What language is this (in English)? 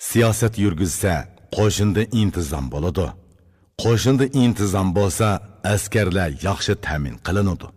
Uyghur